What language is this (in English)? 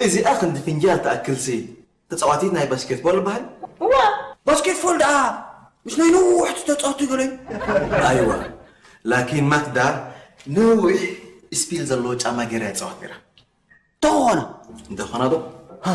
Tigrinya